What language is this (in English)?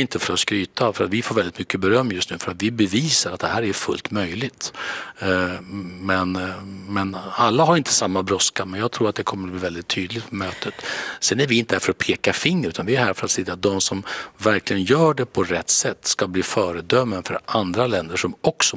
Swedish